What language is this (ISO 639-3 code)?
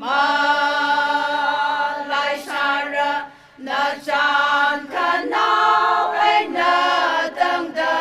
nmf